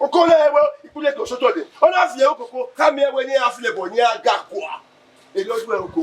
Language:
Bini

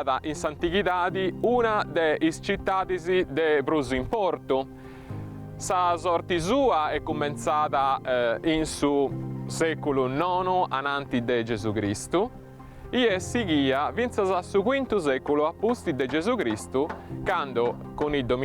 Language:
Sardinian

